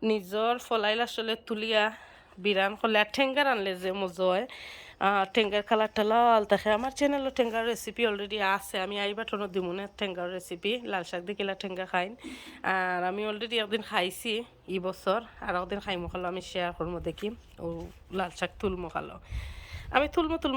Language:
Sylheti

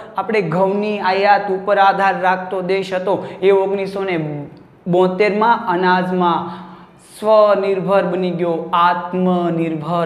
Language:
Gujarati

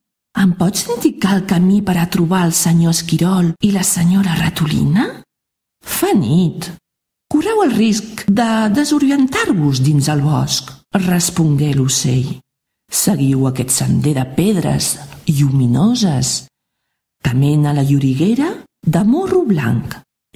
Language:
Catalan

